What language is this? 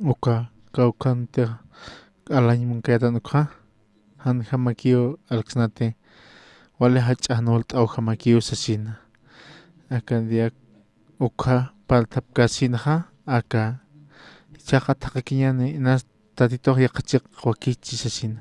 Aymara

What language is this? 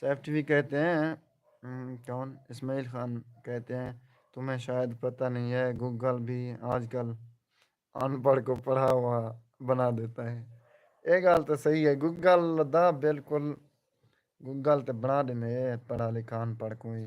Saraiki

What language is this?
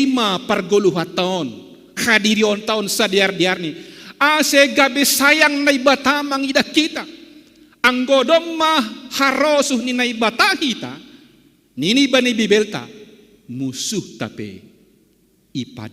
Batak Simalungun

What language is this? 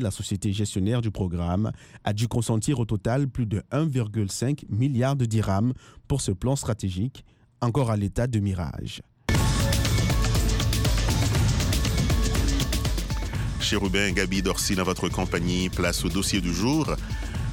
French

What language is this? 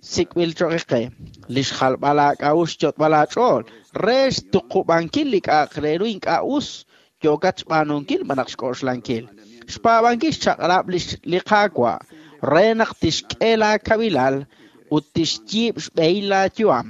Kekchí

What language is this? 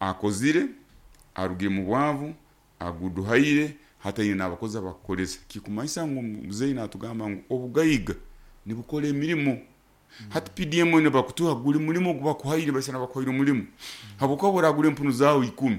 Nyoro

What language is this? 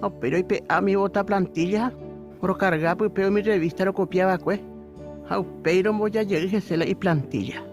Guarani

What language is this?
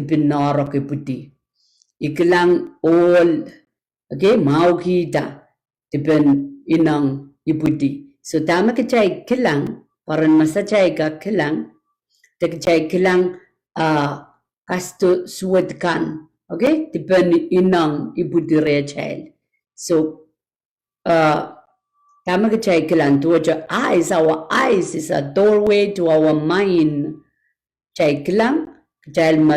Pohnpeian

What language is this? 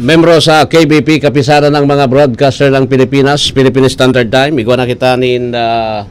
Bikol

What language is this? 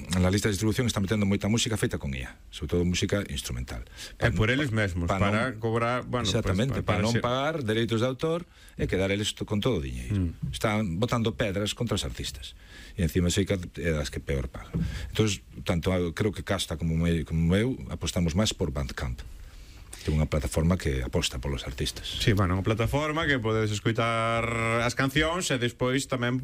Galician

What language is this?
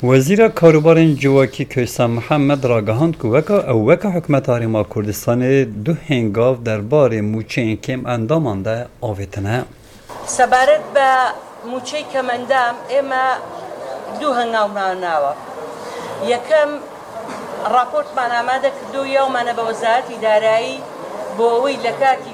Kurdish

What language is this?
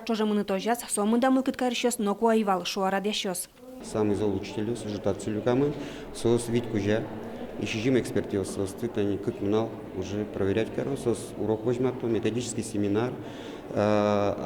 Udmurt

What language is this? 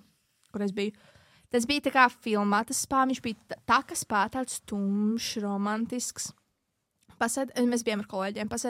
Latvian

